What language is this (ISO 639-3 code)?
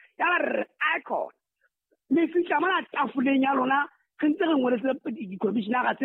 sot